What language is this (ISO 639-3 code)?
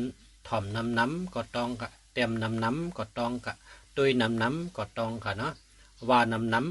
shn